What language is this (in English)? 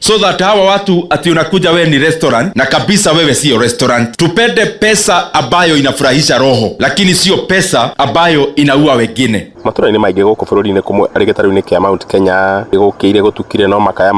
Kikuyu